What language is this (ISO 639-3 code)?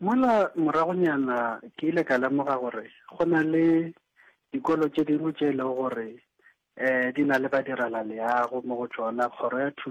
nso